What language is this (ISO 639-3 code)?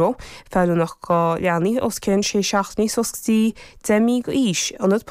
gle